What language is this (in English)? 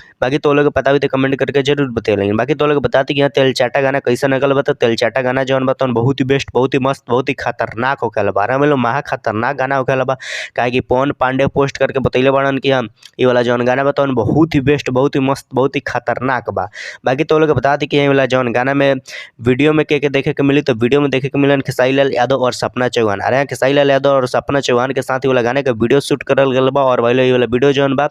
Bhojpuri